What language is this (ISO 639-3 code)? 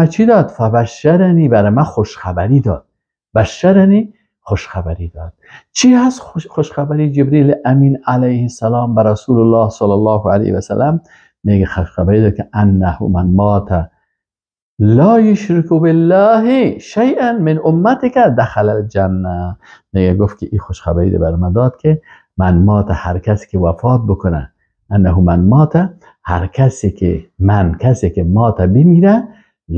fas